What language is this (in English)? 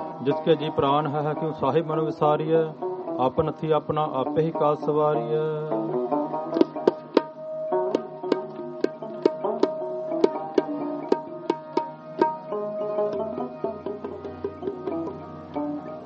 Punjabi